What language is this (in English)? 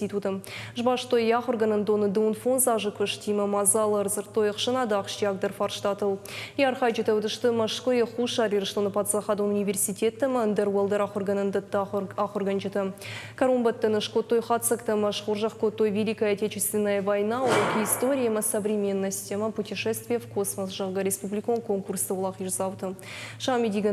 Ossetic